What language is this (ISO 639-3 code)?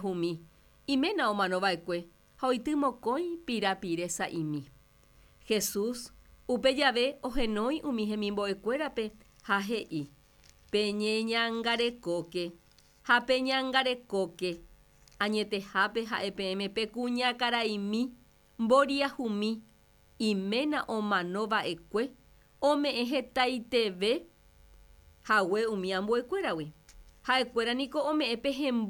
grn